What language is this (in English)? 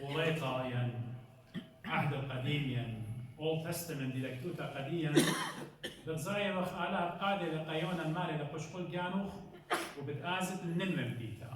Assyrian Neo-Aramaic